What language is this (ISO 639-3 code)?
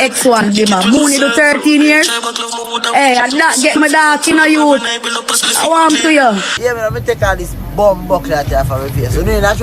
jam